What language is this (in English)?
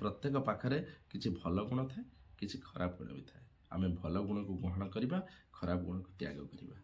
Odia